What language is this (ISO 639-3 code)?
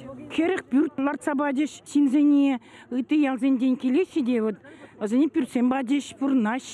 chv